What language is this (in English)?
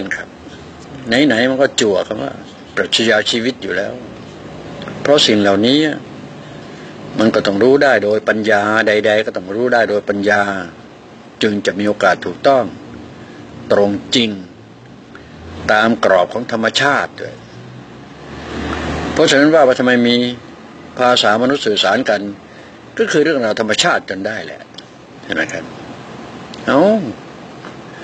Thai